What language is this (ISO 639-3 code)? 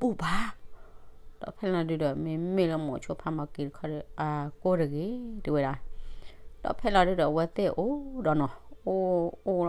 ksw